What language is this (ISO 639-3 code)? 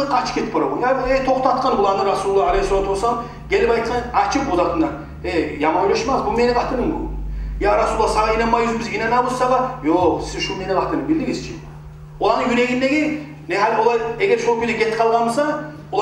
kum